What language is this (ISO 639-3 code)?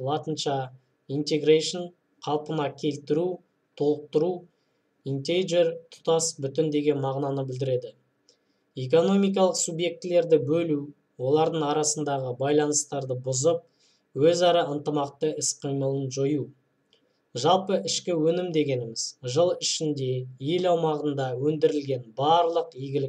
kaz